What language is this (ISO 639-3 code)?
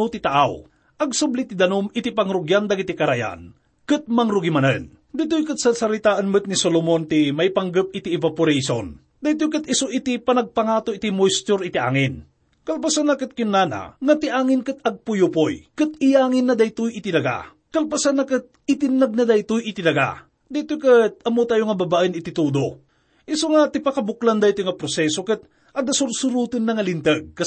ilo